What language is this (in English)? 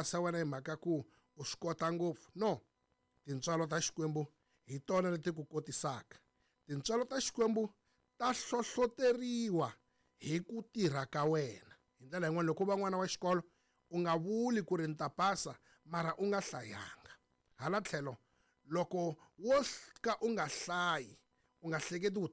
Tsonga